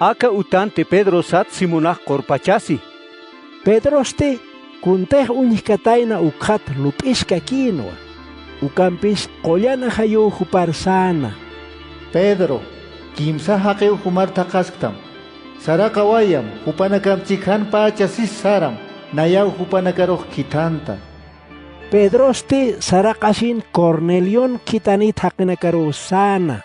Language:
Aymara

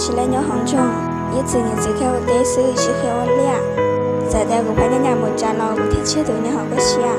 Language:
Hmong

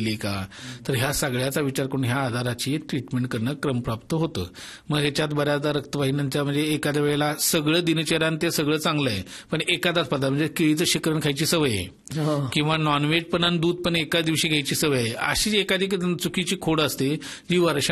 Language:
Marathi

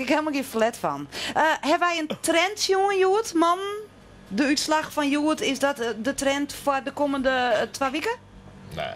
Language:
Western Frisian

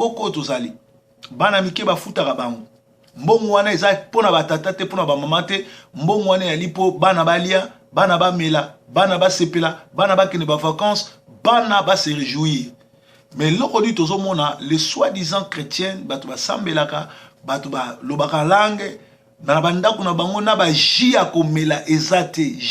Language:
Lingala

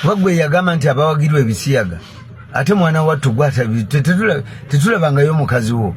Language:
Ganda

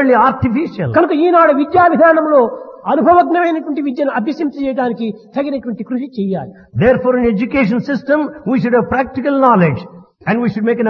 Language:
Telugu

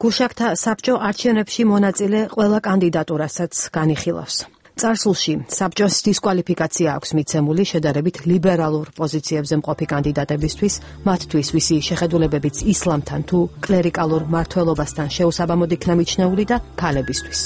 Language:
Georgian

